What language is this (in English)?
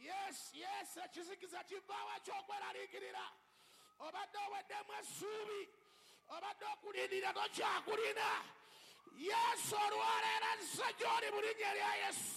Ganda